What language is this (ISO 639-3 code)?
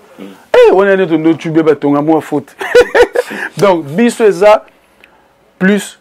lin